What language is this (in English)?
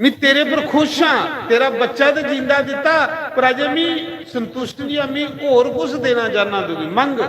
Dogri